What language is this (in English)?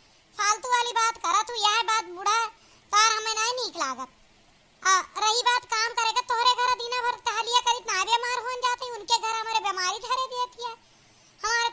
Awadhi